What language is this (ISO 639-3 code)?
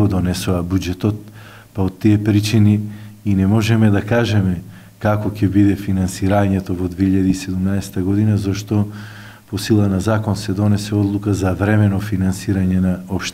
mkd